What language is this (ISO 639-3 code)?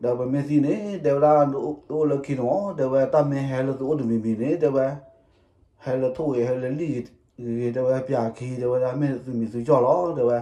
ksw